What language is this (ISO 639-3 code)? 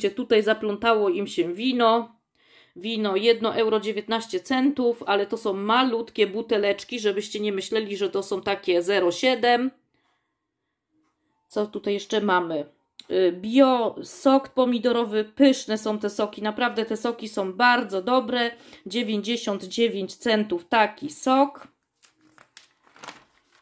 pol